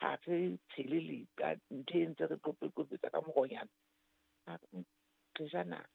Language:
Southern Sotho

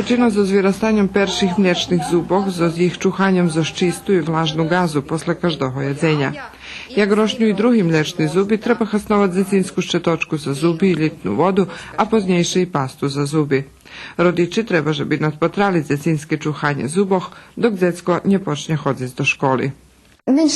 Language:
Rusyn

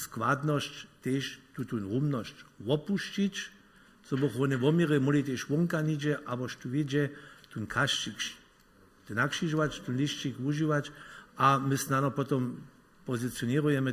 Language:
Upper Sorbian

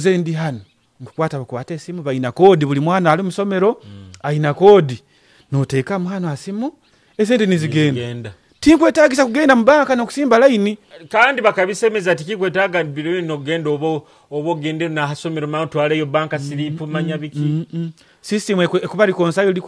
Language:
Nyoro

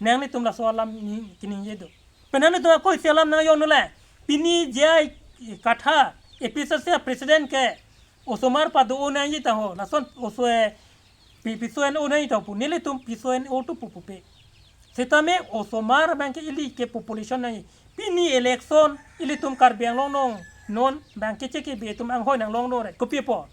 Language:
Karbi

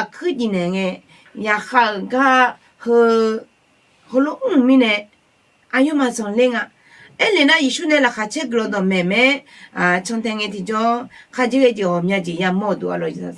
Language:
Akha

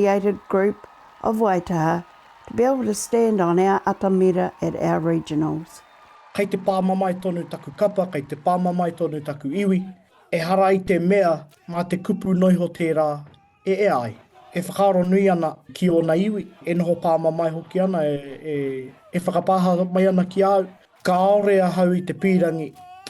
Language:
Māori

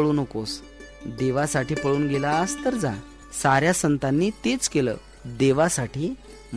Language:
Marathi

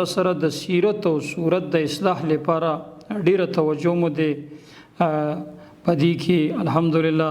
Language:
Pashto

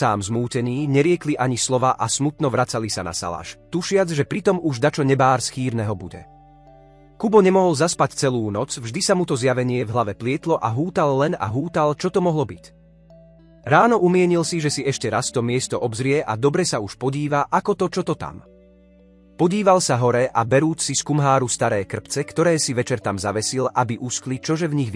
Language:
Slovak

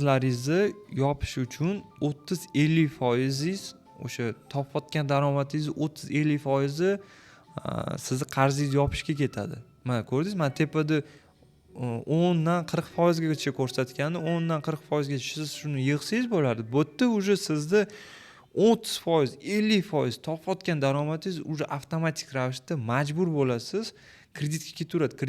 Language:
Uzbek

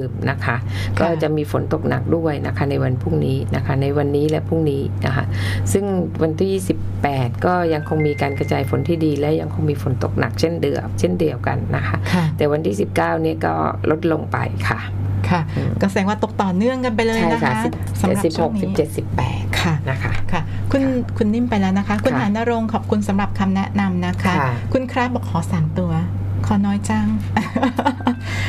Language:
Thai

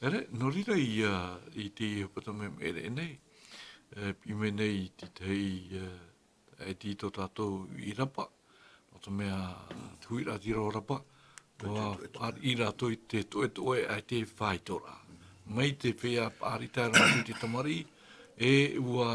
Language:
Tahitian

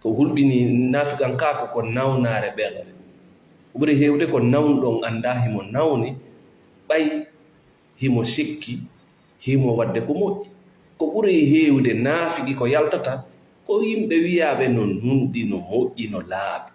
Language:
Fula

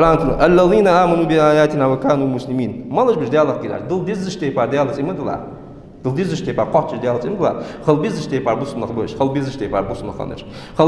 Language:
Ingush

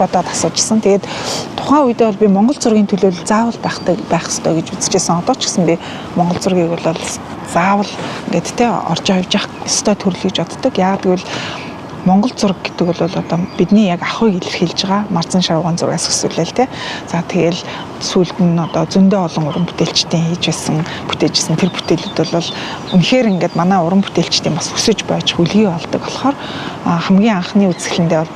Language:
Mongolian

